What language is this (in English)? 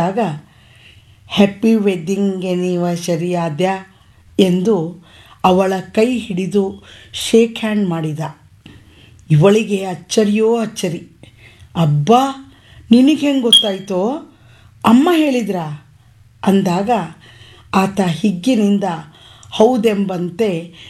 Kannada